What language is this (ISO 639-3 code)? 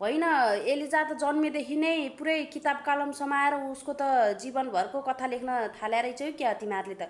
nep